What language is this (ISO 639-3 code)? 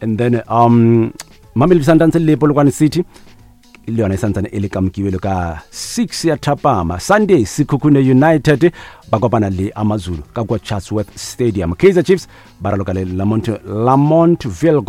nso